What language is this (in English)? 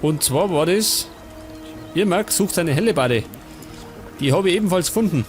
Bavarian